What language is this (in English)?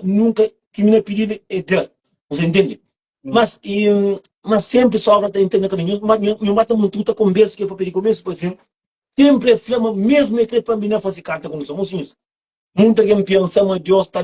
Kabuverdianu